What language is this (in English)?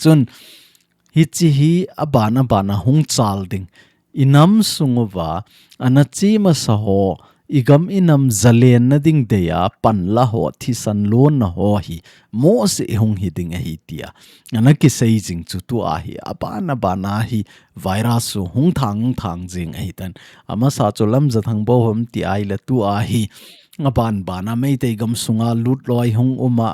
Thado Chin